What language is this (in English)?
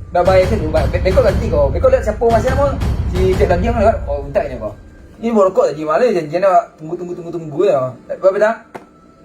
Minangkabau